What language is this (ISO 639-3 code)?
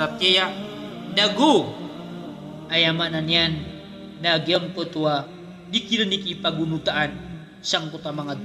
mrw